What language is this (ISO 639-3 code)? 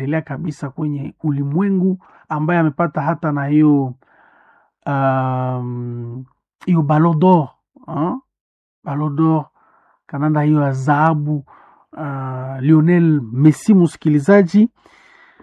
swa